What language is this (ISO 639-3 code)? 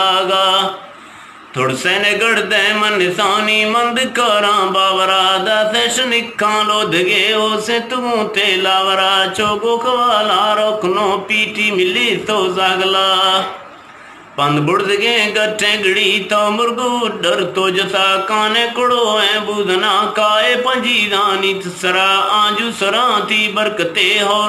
bgp